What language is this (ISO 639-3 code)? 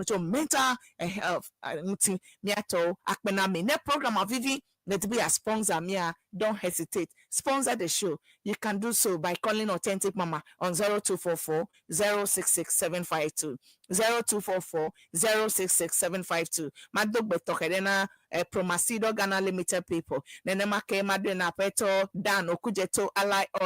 ewe